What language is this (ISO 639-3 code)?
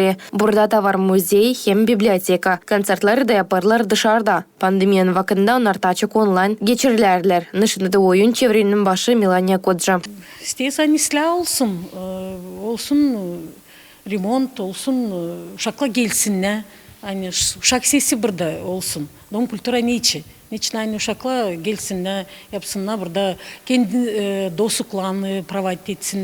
gag